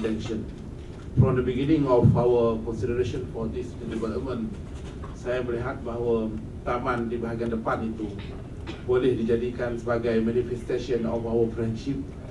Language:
Malay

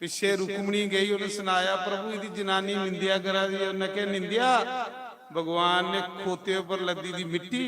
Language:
Dogri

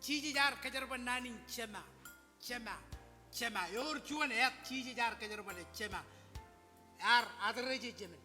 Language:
Marshallese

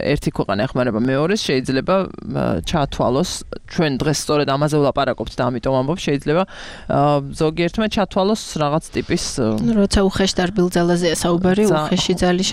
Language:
Georgian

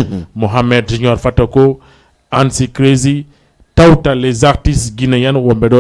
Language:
Fula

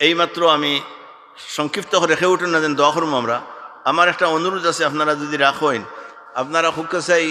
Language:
Sylheti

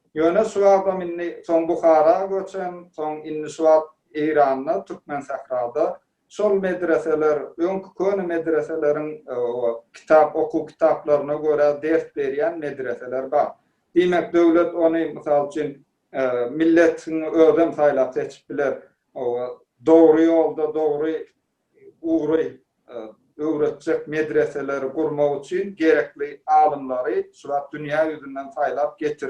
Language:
Turkmen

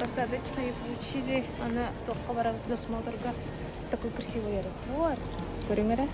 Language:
Yakut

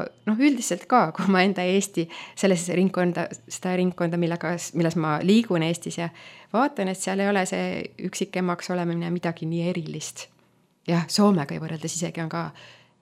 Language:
Estonian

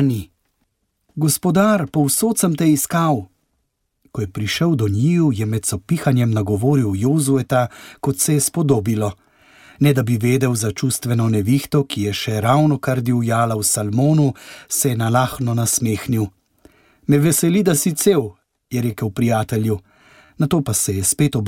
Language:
Slovenian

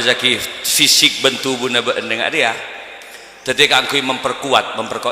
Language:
Madurese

